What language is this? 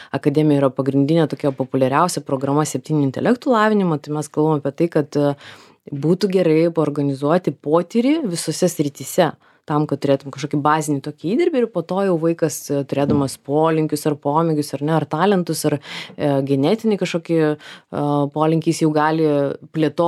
Lithuanian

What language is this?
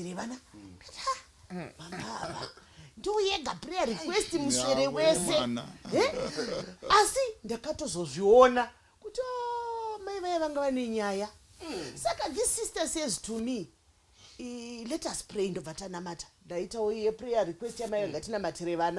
Shona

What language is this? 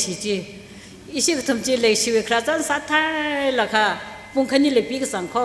Tangkhul Naga (India)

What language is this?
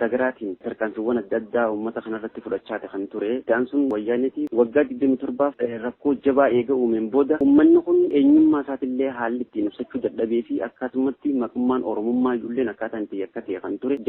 Oromo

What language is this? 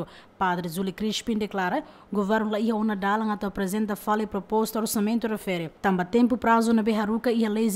Tetum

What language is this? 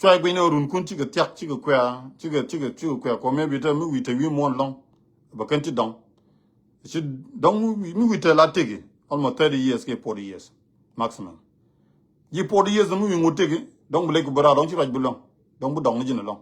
Nuer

